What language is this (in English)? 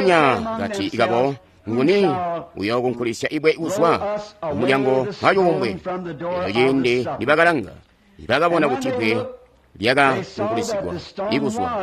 Tonga (Zambia)